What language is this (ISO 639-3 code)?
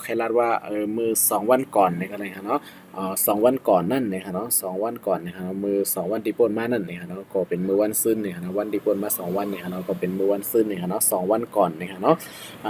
shn